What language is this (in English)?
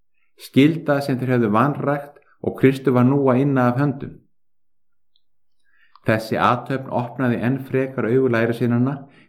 Icelandic